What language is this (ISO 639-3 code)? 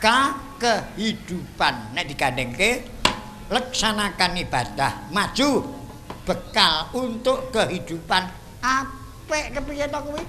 jav